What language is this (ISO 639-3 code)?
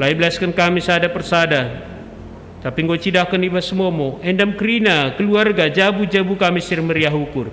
btx